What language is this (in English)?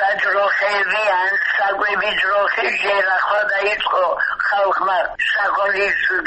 Georgian